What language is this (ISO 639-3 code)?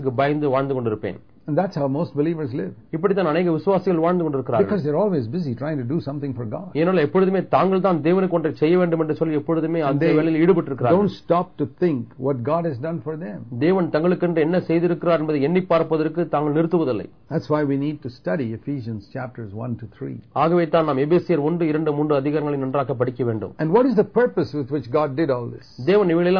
tam